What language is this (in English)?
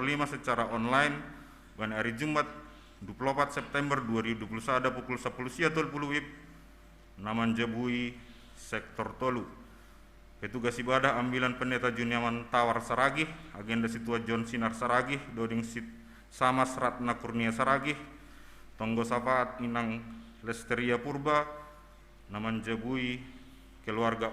Batak Simalungun